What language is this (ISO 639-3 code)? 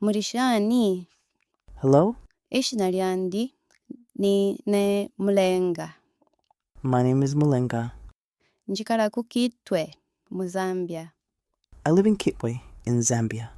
bem